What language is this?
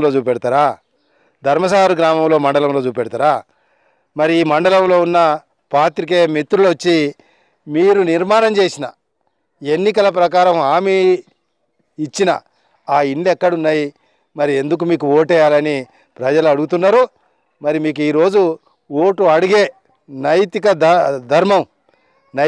Telugu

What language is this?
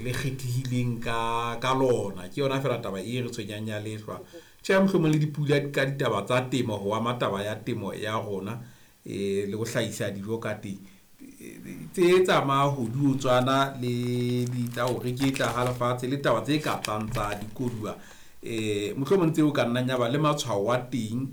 Southern Sotho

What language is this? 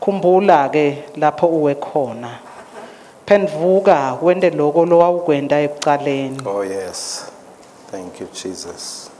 Swati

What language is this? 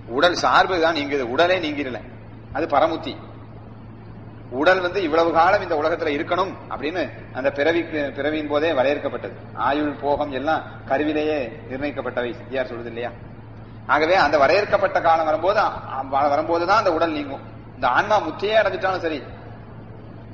Tamil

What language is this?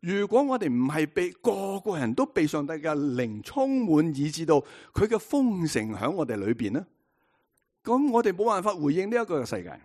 Cantonese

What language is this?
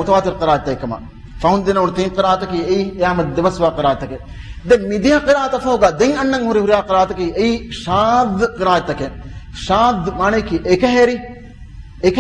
Divehi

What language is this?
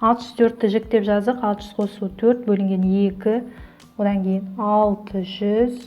Kazakh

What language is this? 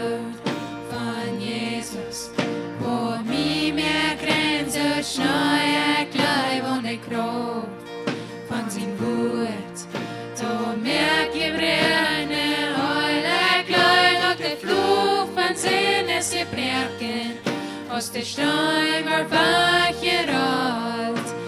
Plautdietsch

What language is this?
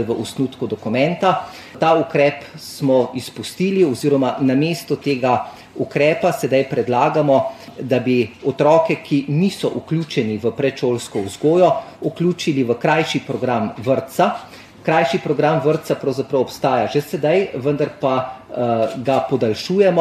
Slovenian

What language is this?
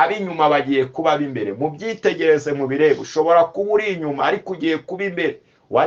Kinyarwanda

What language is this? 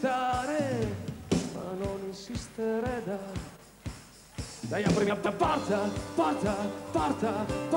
Italian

